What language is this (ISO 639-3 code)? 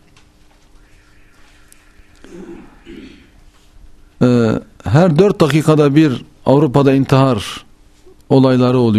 tur